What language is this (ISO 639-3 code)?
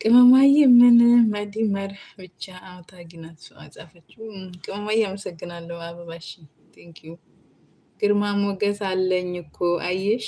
amh